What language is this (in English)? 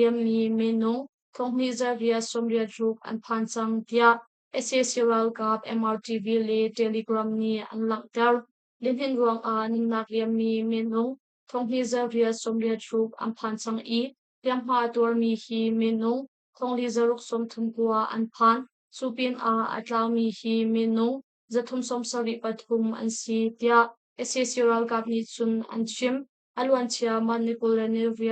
Hakha Chin